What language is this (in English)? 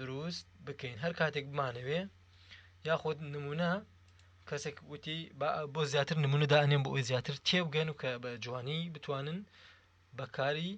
Central Kurdish